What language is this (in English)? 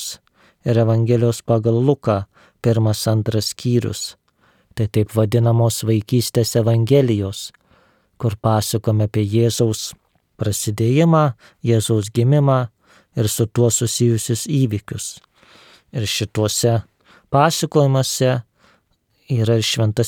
Lithuanian